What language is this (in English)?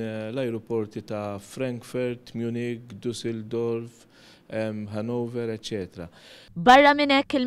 Maltese